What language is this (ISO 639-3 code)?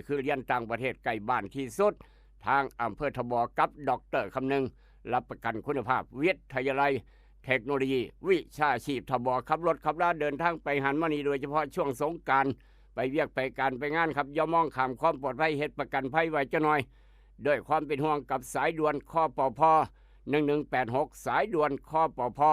tts